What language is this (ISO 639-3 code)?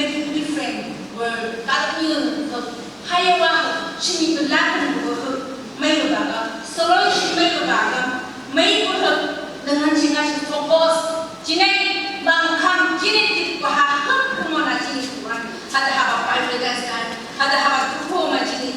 nph